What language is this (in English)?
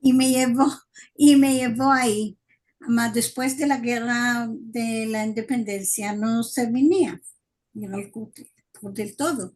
Ladino